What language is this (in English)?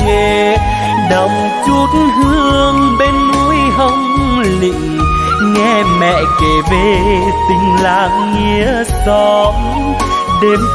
Vietnamese